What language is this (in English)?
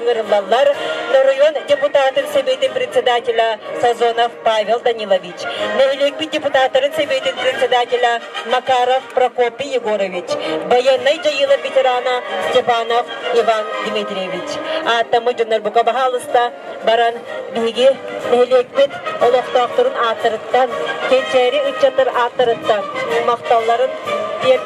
Yakut